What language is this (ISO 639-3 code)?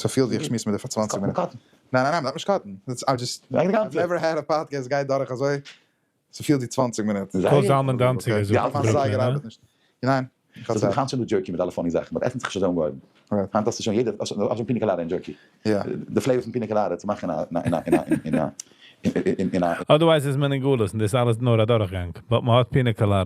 yid